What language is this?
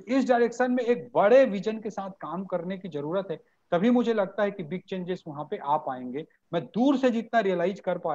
Hindi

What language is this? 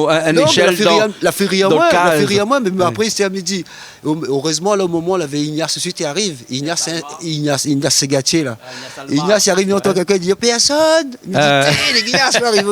Réunion Creole French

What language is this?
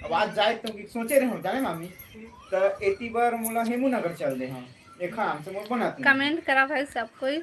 Chhattisgarhi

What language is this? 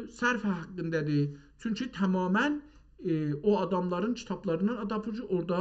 South Azerbaijani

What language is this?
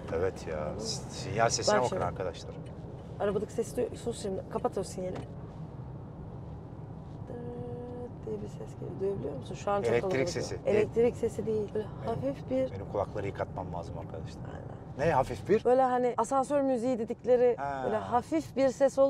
Turkish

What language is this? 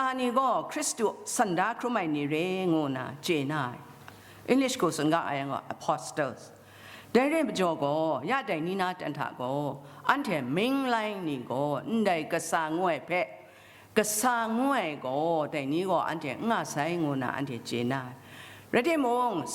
Kachin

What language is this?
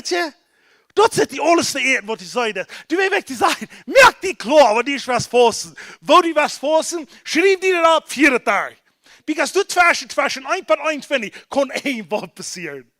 Plautdietsch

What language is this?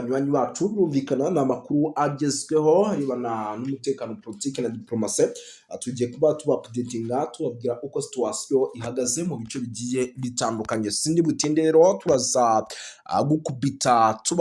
Kinyarwanda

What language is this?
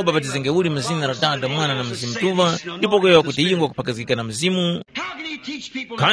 Tumbuka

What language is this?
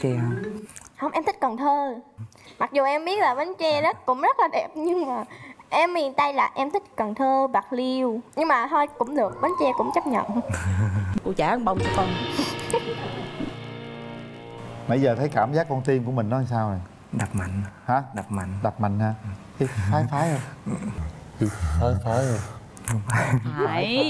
Vietnamese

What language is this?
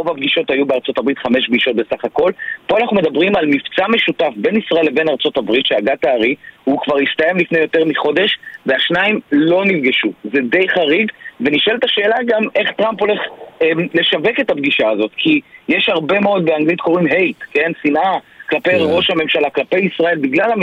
Hebrew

